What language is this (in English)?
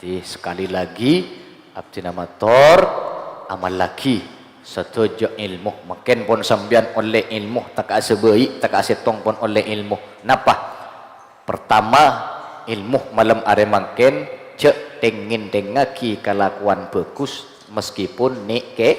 Madurese